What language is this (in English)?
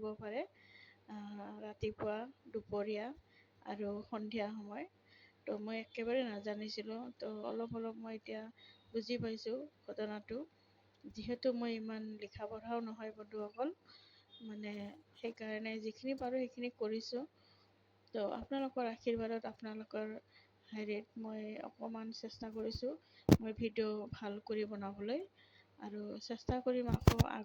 Assamese